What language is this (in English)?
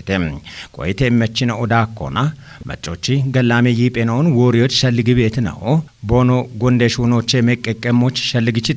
Kafa